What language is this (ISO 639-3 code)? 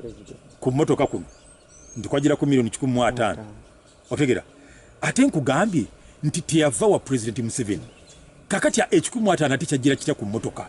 lug